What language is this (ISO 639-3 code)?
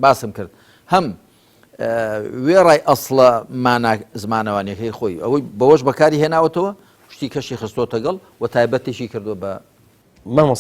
ckb